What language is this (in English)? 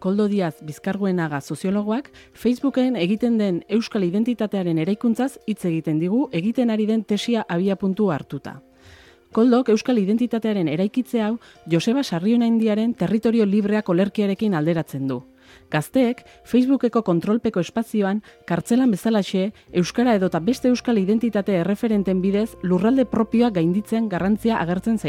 Basque